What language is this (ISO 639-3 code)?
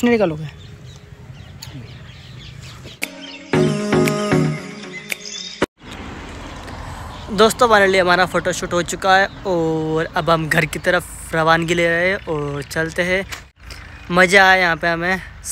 hin